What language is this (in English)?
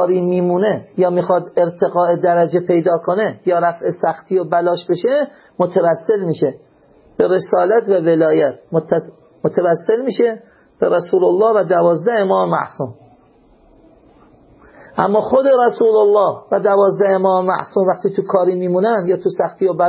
Persian